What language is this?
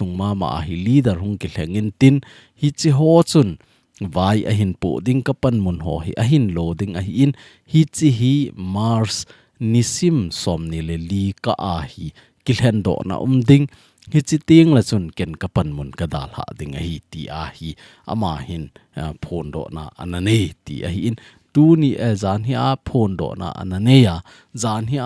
Thado Chin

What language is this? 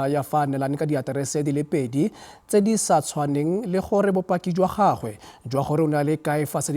Tswana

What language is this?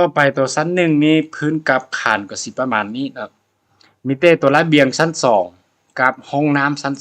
Lao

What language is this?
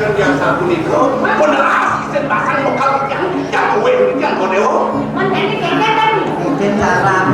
Balinese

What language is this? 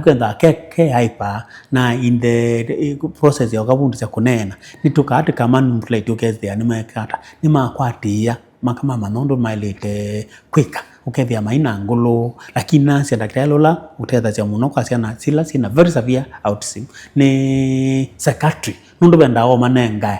Kamba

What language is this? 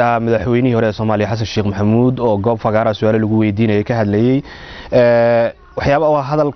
Somali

